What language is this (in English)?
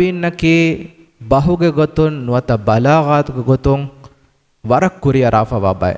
Divehi